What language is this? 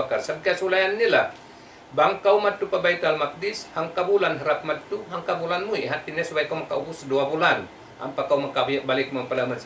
Tausug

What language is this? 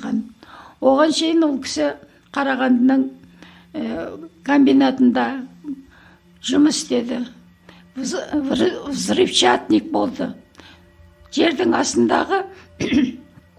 Kazakh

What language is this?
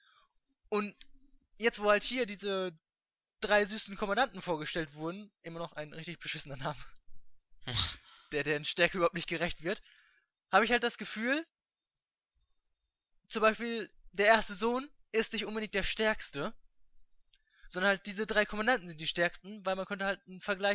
German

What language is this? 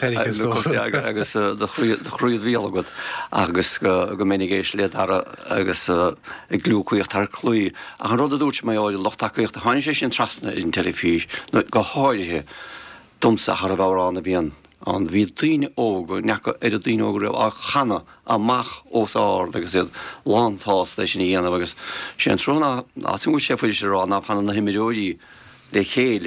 Irish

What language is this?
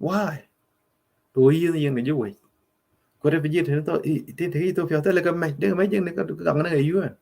Nuer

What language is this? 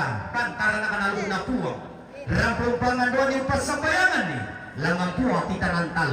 Toraja-Sa'dan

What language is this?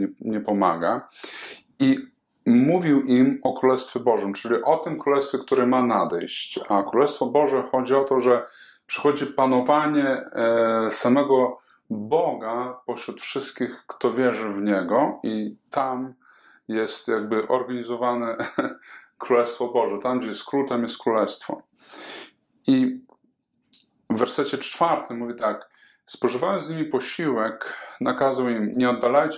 Polish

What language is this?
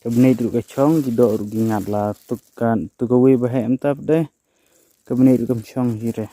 Khasi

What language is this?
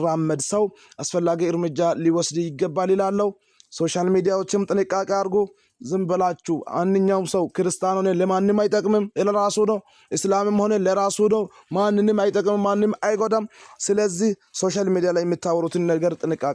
Amharic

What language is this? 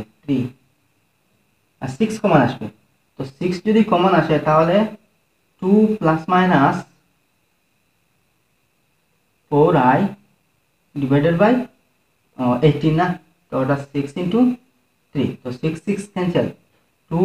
Bangla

